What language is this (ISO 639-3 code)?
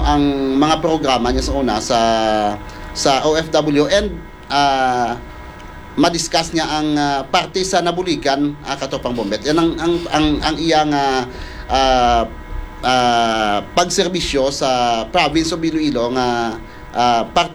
hil